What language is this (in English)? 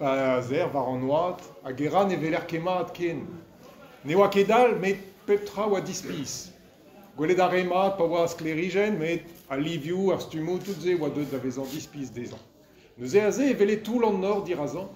Breton